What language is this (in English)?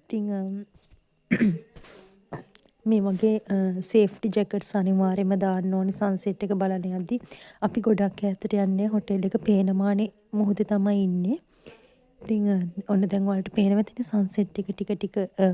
Sinhala